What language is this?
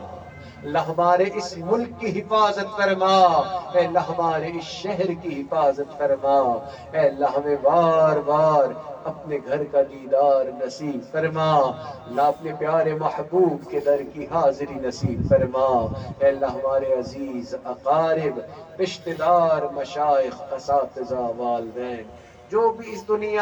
Urdu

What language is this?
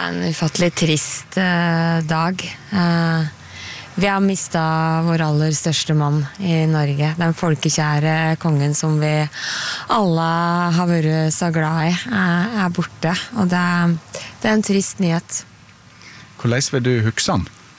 Norwegian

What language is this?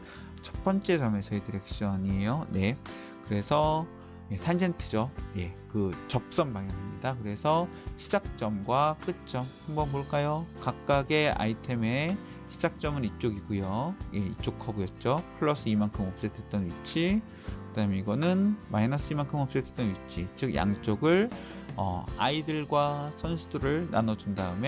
Korean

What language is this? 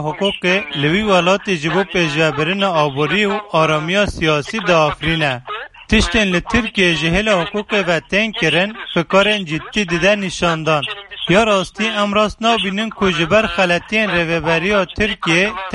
Kurdish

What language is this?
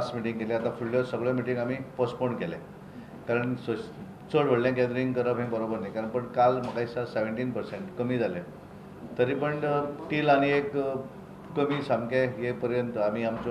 Konkani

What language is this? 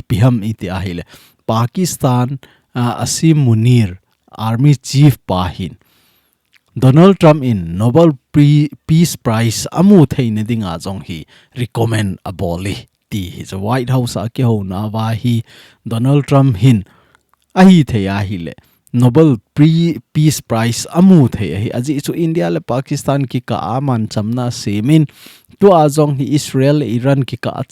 Thado Chin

